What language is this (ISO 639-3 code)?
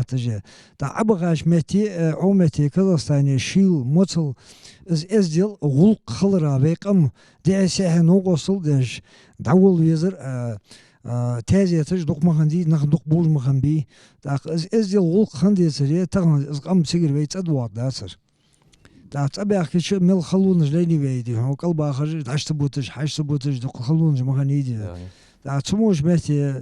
inh